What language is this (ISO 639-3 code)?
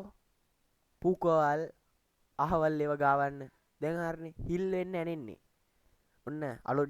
sin